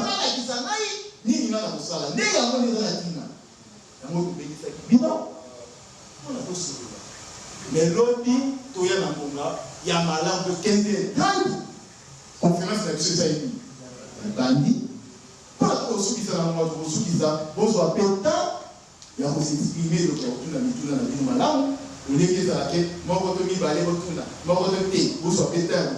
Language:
Lingala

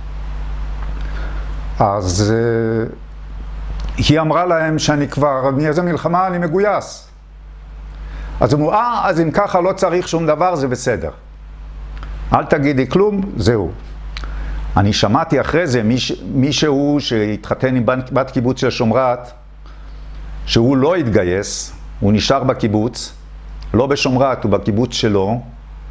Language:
Hebrew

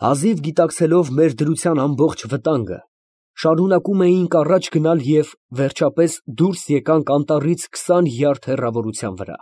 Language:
Armenian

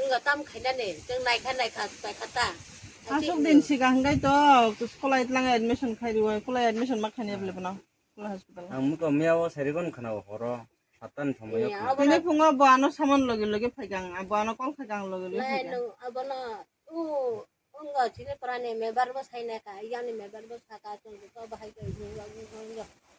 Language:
Kok Borok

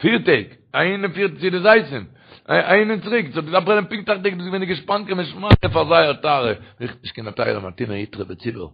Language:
Yiddish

